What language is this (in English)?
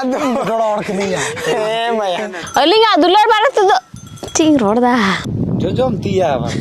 Santali